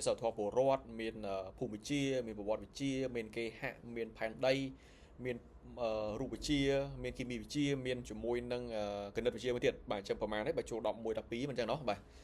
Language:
Khmer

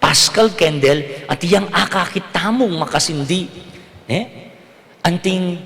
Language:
Pampanga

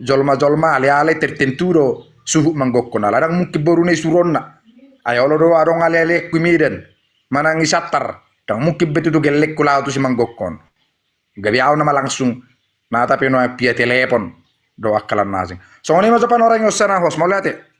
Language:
Batak Toba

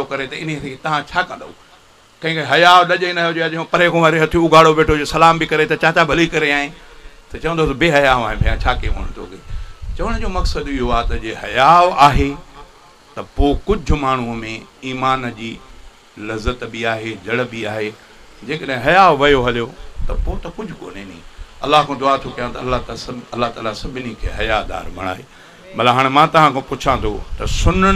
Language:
Sindhi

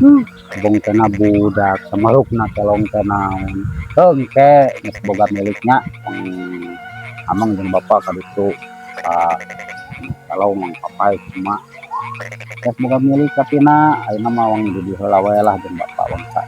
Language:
Sundanese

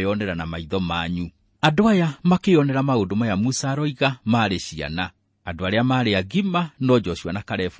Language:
Kikuyu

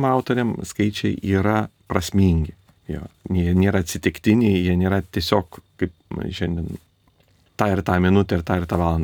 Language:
Lithuanian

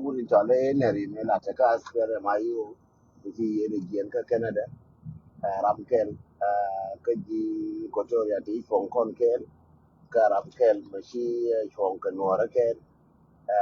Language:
Nuer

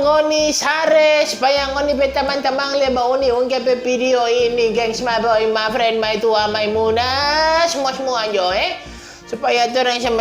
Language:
Manado Malay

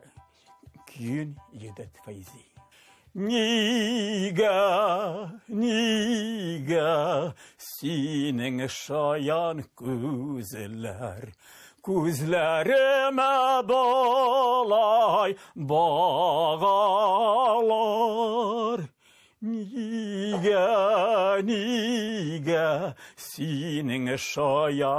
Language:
Tatar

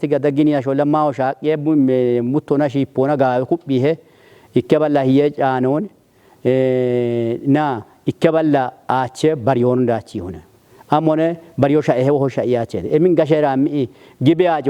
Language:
Kafa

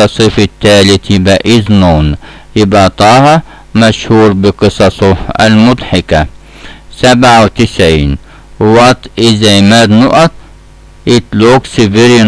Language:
Egyptian Arabic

